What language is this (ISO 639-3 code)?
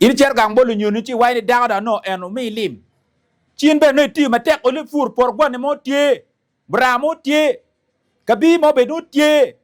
ach